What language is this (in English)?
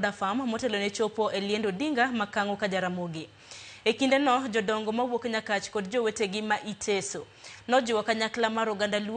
Luo (Kenya and Tanzania)